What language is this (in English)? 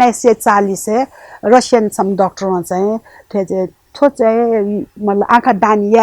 Newari